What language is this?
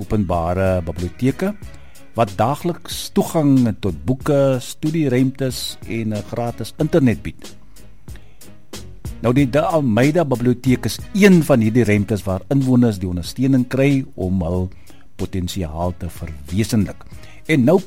Afrikaans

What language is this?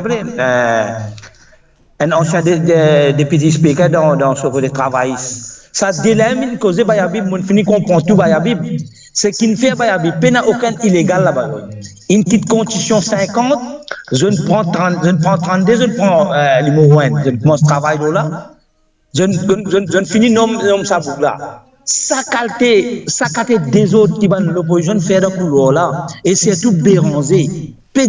Morisyen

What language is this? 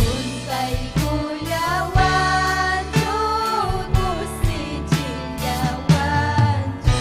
Ayacucho Quechua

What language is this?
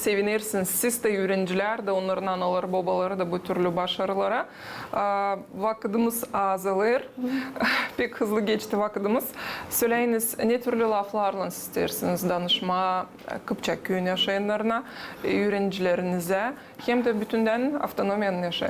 Gagauz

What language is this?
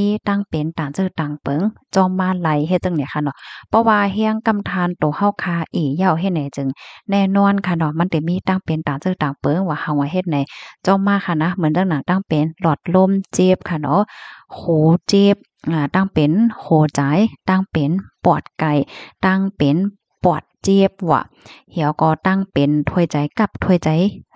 Shan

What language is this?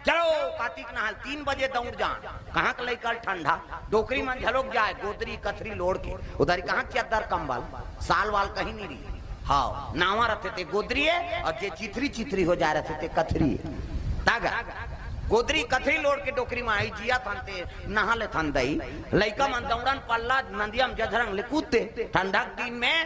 Chhattisgarhi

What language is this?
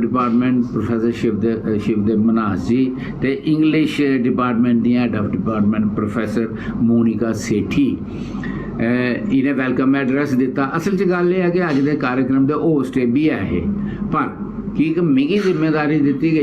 Dogri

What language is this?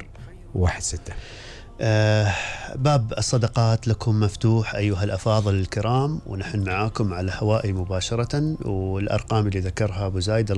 Gulf Arabic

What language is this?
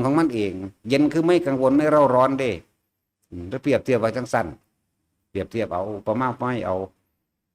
Northeastern Thai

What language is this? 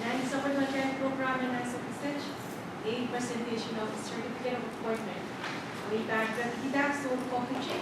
Pohnpeian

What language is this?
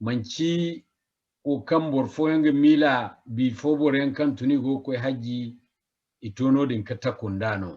Zarma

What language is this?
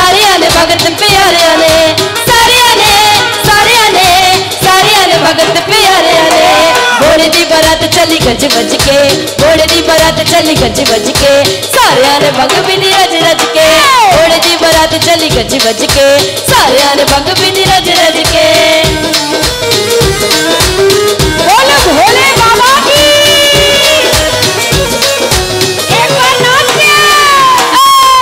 Hindi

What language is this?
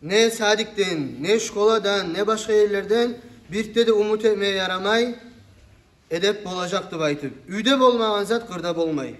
Kumyk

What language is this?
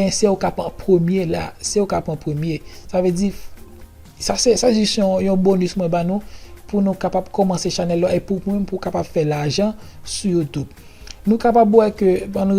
Haitian Creole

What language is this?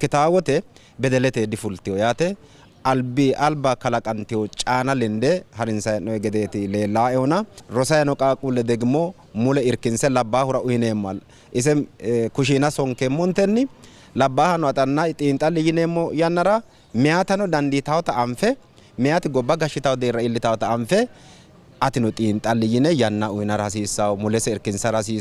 Sidamo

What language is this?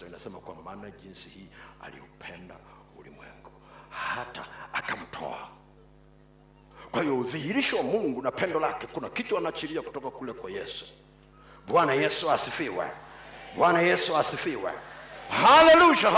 Swahili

